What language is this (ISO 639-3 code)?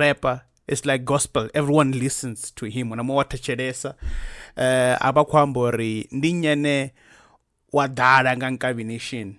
ven